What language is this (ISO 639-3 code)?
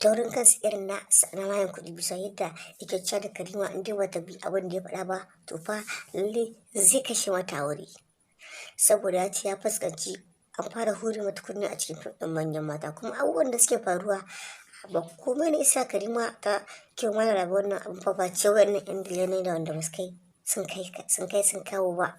hau